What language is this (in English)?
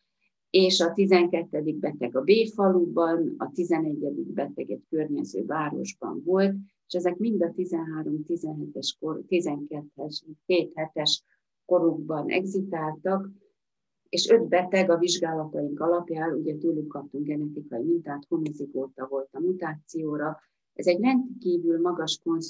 Hungarian